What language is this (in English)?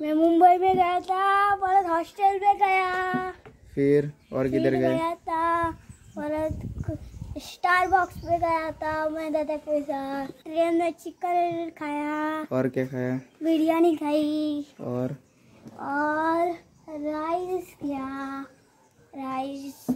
Konkani